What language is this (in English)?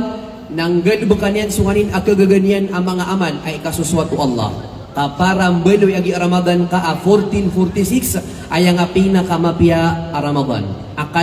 Maranao